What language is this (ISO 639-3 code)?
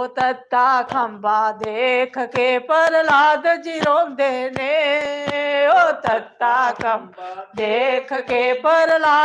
doi